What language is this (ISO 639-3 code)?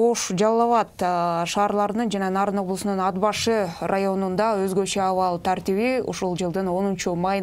kir